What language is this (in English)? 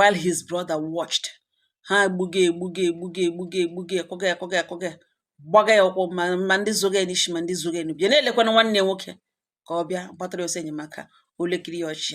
Igbo